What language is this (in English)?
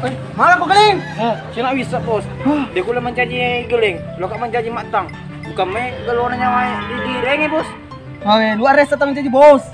Buginese